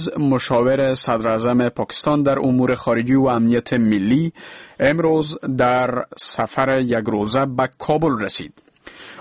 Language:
Persian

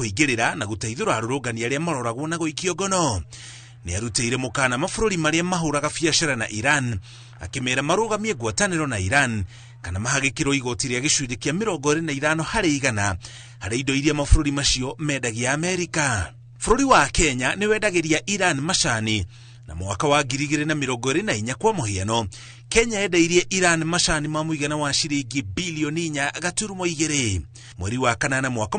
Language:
Kikuyu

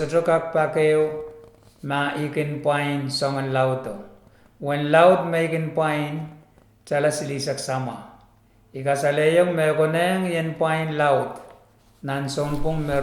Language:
Pohnpeian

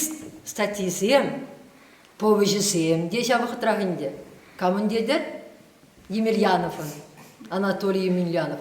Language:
Chuvash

